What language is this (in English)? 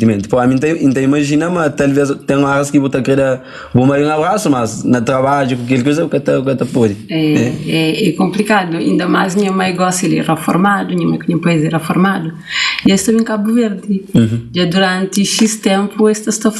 Kabuverdianu